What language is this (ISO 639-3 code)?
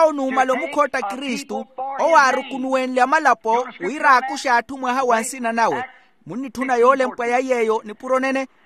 vmw